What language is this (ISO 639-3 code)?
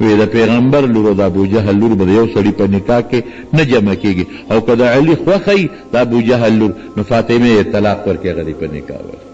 pus